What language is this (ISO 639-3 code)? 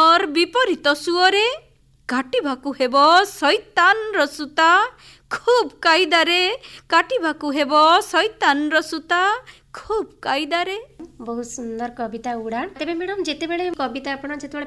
ori